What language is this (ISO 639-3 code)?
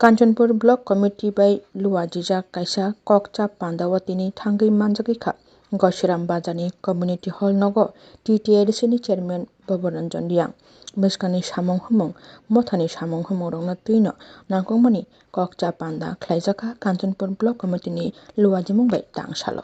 trp